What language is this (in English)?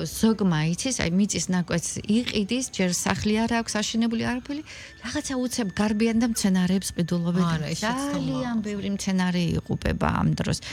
Georgian